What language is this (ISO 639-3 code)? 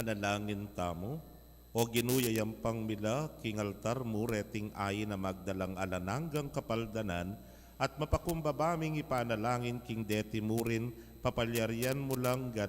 pam